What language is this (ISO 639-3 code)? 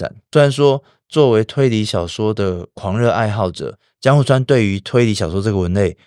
zho